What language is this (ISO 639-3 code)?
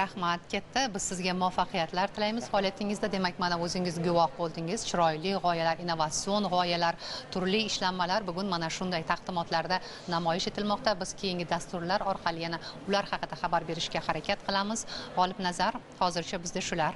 uzb